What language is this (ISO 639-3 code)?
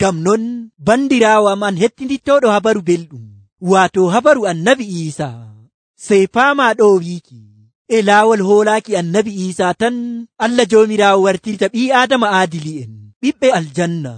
fuv